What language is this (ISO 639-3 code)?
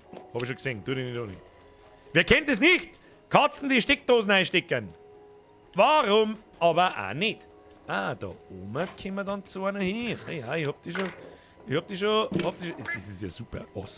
bar